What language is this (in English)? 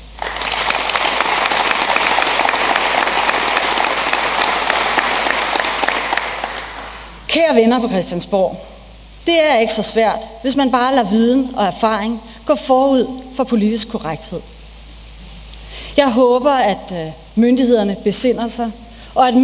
Danish